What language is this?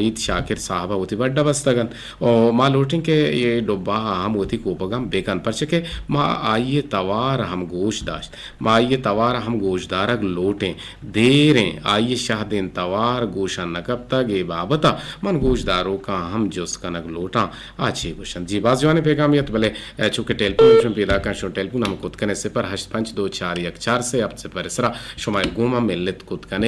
Eastern Balochi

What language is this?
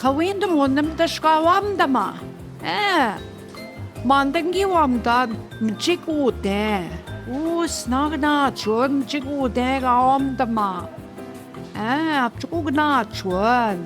Central Ojibwa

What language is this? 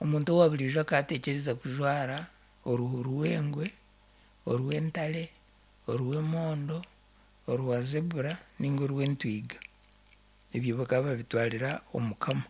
Nyankole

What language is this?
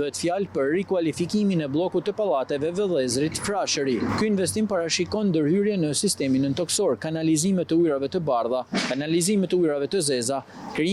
Albanian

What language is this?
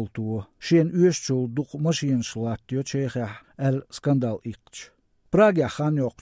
Latvian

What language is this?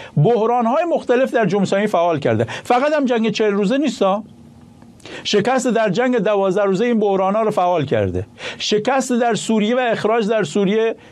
Persian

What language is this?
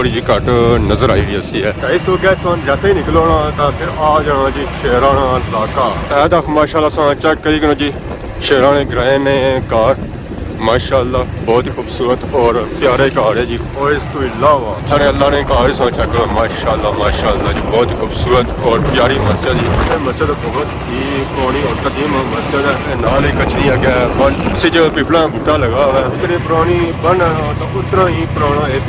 Pahari-Potwari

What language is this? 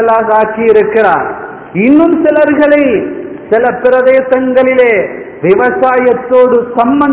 Tamil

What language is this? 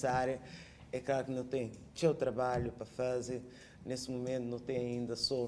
Kabuverdianu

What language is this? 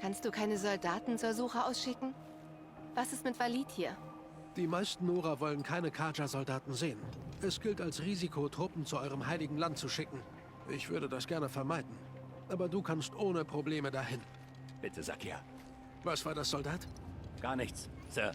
Swiss German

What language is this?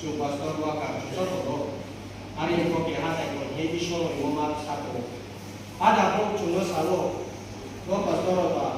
Riang (India)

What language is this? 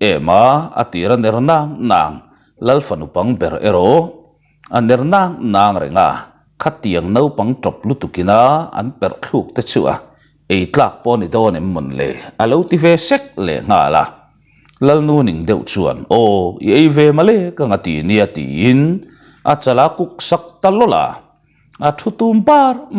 Mizo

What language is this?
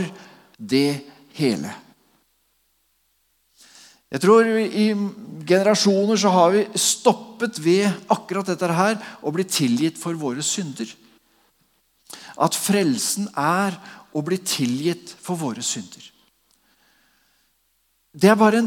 Norwegian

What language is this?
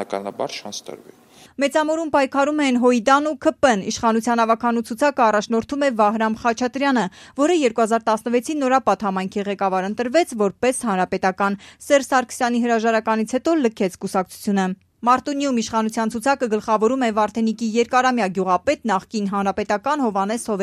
Armenian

